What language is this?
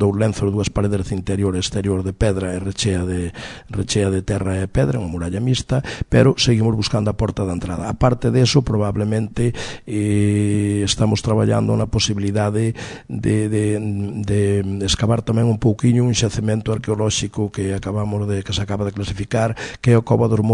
Galician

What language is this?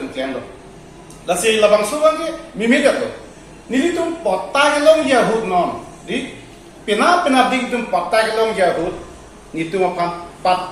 Karbi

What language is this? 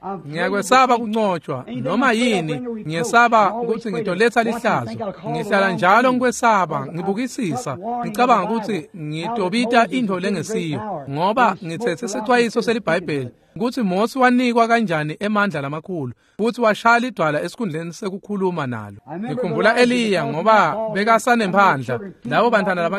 Swati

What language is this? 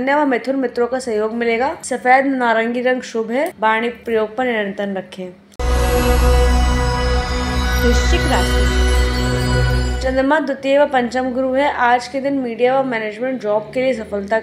Hindi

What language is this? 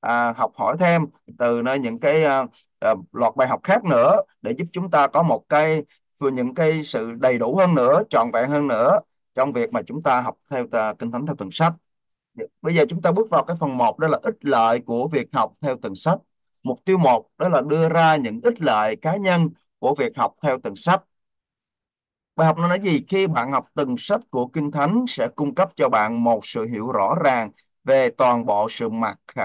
Vietnamese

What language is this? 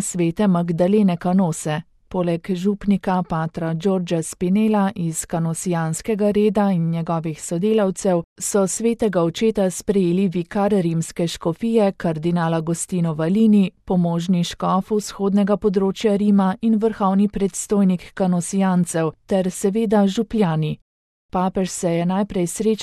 Slovenian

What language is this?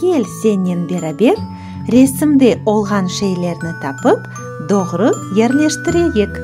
Crimean Tatar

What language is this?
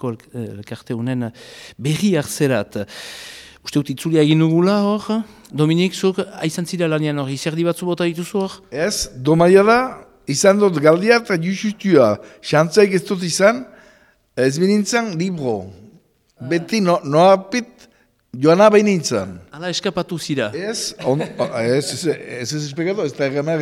Basque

